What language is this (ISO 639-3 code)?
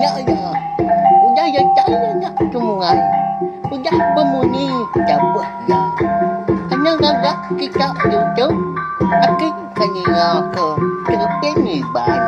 iba